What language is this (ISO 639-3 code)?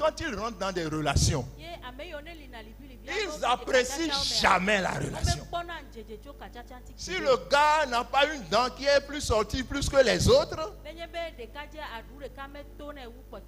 ewe